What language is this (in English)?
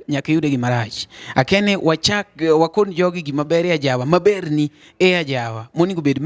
Luo (Kenya and Tanzania)